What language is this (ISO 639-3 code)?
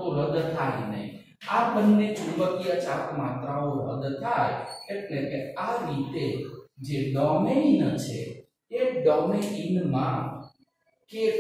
guj